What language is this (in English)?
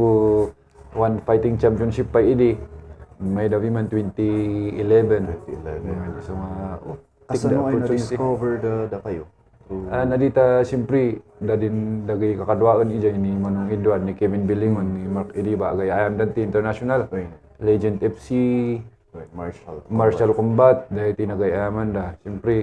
Kankanaey